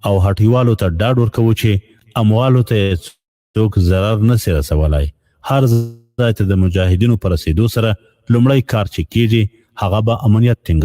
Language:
Pashto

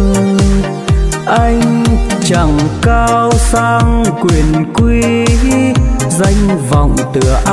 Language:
Vietnamese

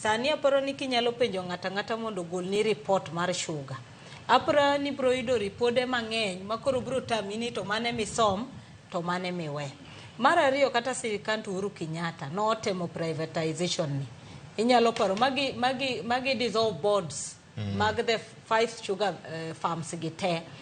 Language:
Luo (Kenya and Tanzania)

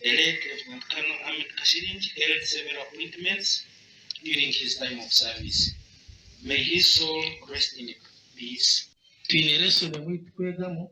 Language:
Nyankole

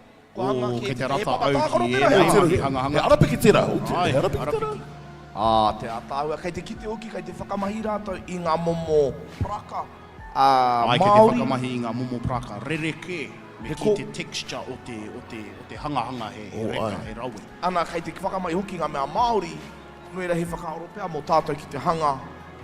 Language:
Māori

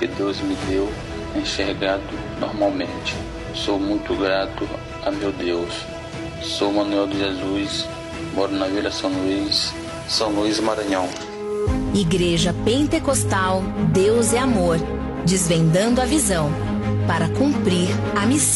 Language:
Portuguese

